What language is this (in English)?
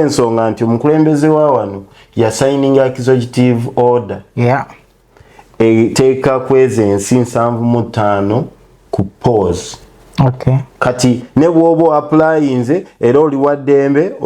Ganda